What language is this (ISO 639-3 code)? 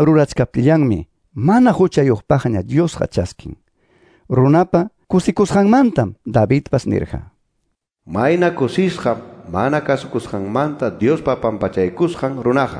que